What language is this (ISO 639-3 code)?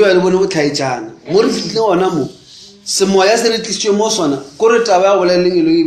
nso